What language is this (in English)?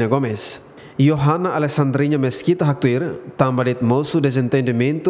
Tetum